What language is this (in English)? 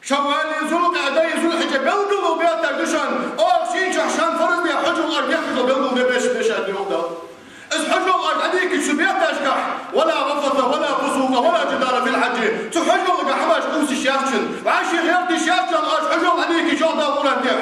Ingush